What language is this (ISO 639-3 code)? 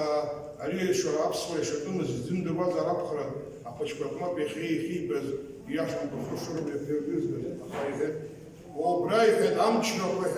abk